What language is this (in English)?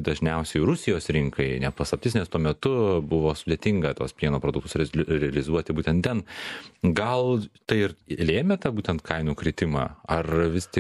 Lithuanian